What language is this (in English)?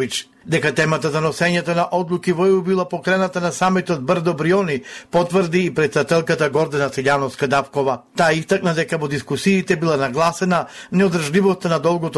Macedonian